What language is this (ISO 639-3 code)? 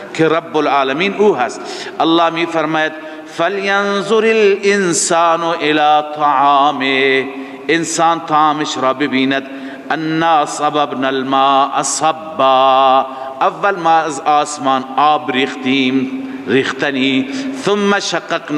fas